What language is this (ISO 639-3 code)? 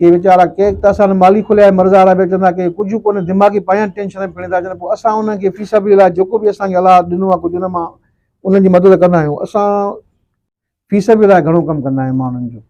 snd